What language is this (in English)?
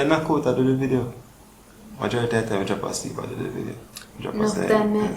Jamaican Creole English